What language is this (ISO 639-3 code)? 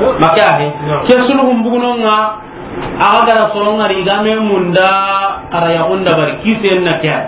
snk